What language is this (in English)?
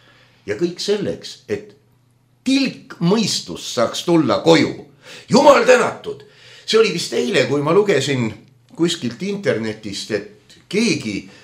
Estonian